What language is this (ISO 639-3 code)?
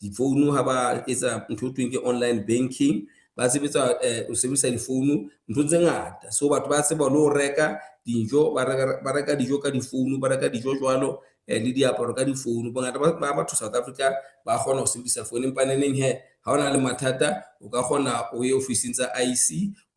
sot